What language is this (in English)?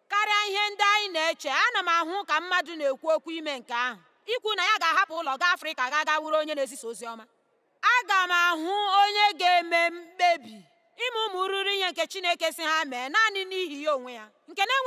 Igbo